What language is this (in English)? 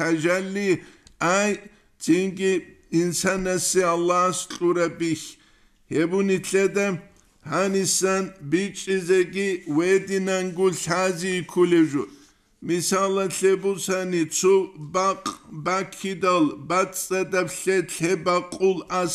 Avaric